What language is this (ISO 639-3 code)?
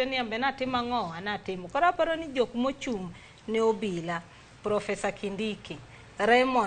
luo